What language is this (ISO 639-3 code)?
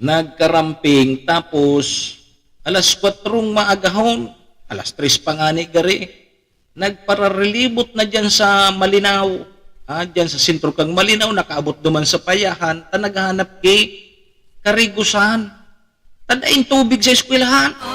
bik